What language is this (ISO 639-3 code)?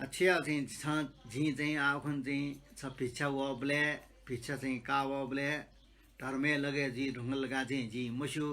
new